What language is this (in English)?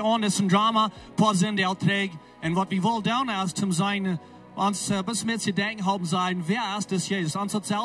Plautdietsch